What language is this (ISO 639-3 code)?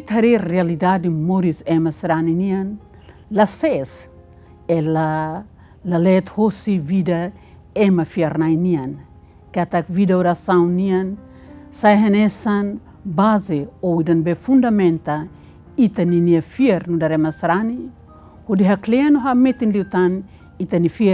tet